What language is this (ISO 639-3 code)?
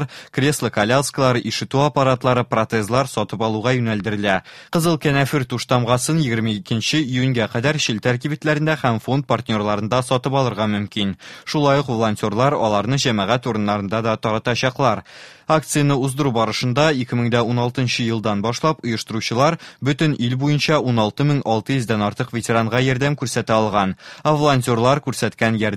tat